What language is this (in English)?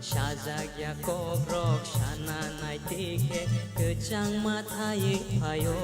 Kok Borok